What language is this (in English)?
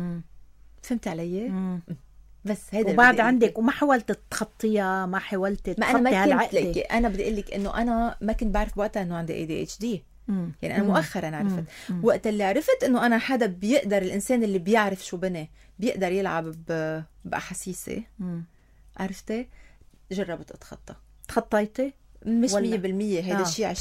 North Levantine Arabic